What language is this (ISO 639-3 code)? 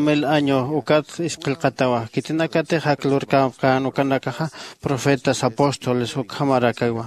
aym